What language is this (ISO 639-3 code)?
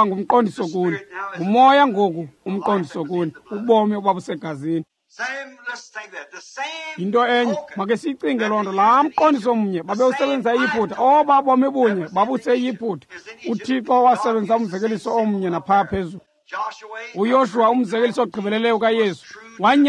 xho